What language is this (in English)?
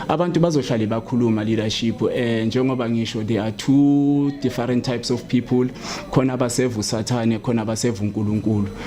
Zulu